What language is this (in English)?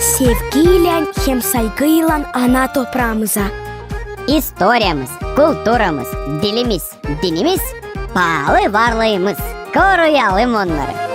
Gagauz